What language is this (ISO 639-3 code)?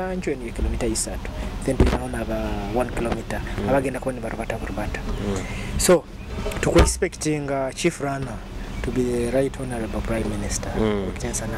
nyo